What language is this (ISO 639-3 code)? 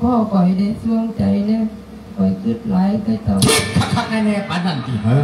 lao